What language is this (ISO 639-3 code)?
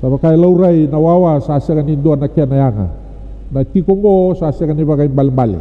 fij